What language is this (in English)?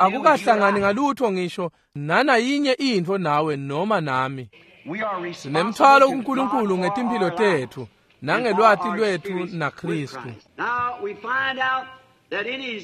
Swati